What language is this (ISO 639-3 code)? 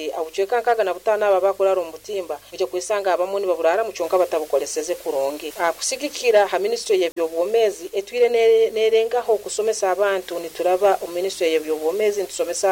nyo